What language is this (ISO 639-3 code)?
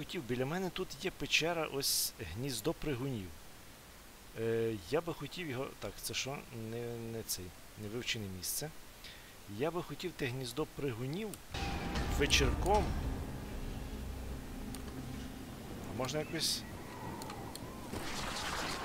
ukr